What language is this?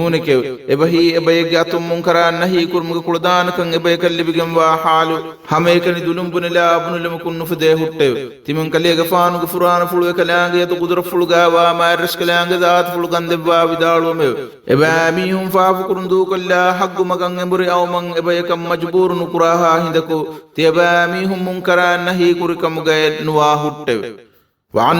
Divehi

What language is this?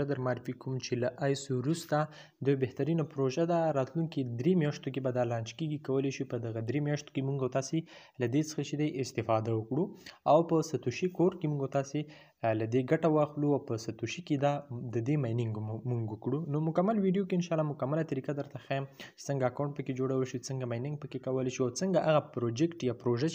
Pashto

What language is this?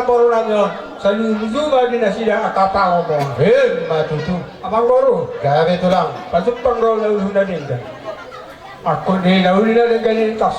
Batak Toba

